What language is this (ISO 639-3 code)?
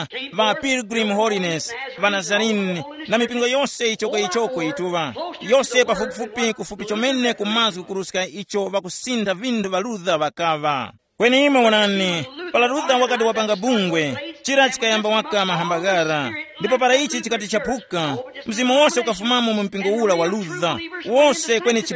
tum